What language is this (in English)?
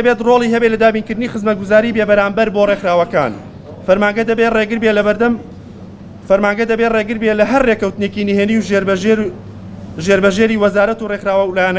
Central Kurdish